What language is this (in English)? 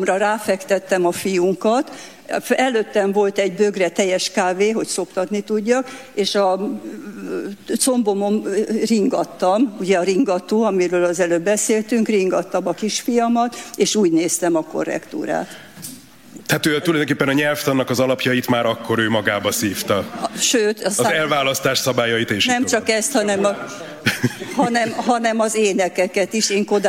Hungarian